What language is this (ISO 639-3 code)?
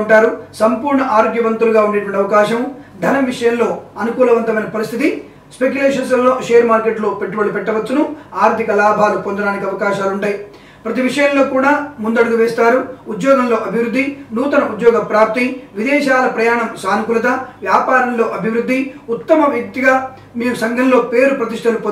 tel